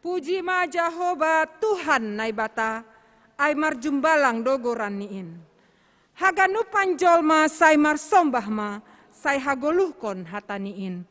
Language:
Batak Simalungun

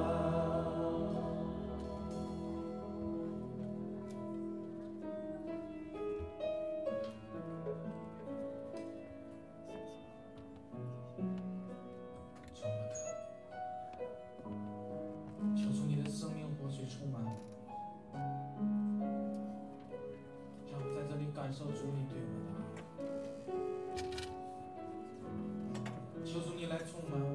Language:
Chinese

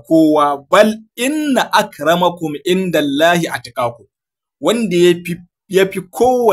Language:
Hausa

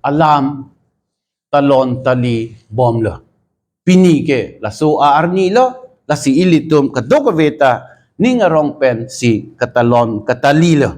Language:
Karbi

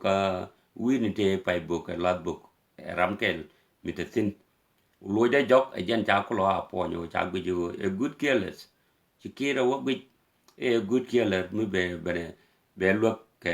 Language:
Nuer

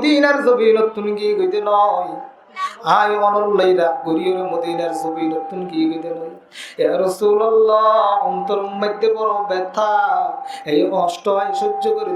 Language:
Rohingya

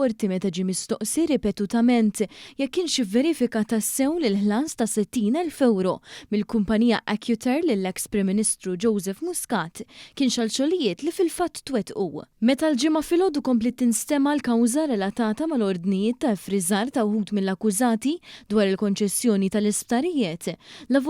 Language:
Maltese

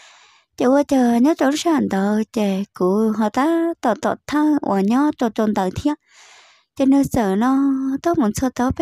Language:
Hmong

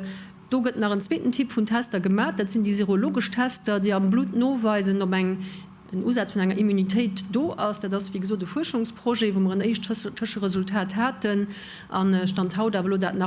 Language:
Luxembourgish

